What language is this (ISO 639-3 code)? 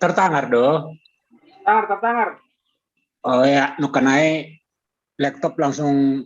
bts